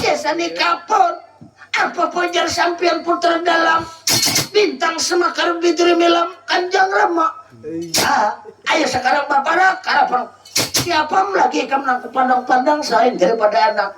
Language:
Banjar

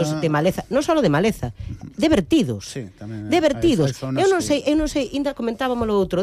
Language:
Galician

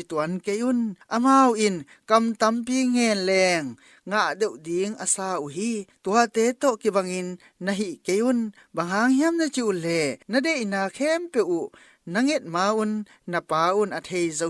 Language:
Tedim Chin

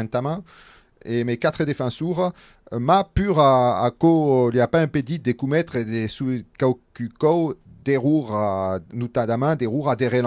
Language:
Occitan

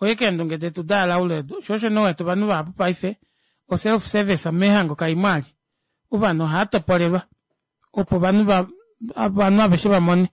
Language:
Kuanyama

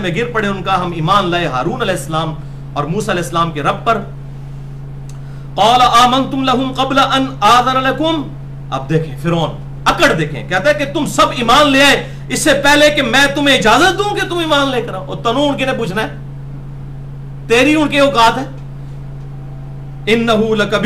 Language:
Urdu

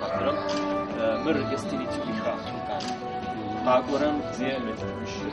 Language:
Adyghe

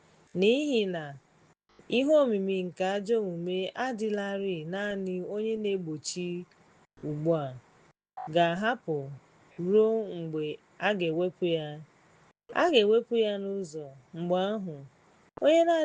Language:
Igbo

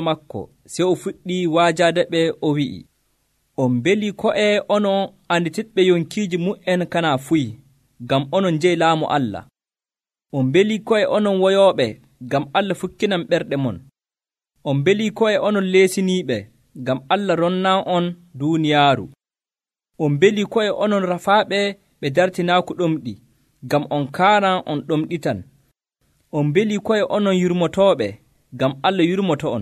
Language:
Nigerian Fulfulde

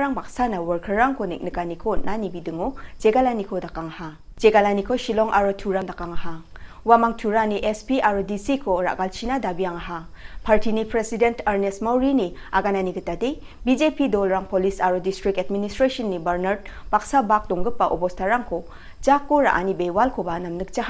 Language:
Garo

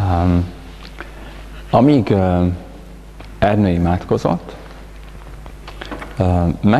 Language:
Hungarian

